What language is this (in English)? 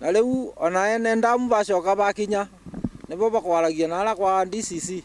Meru